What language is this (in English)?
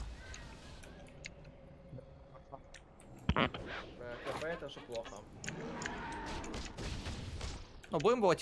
Russian